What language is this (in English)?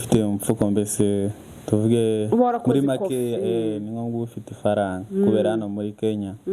Kinyarwanda